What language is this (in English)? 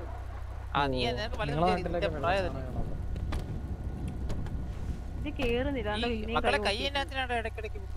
Malayalam